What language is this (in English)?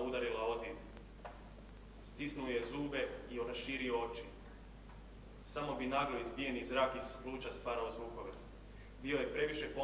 Croatian